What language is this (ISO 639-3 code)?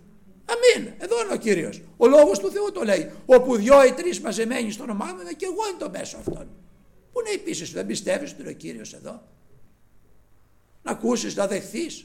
ell